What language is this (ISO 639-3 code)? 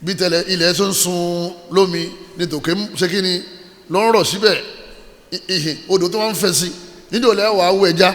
yor